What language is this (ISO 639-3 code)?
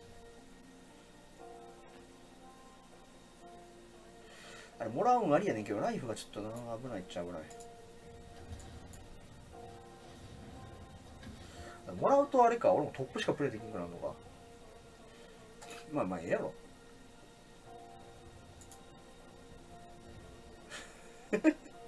jpn